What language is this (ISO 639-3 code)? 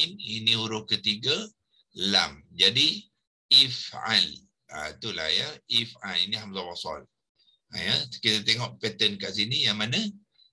msa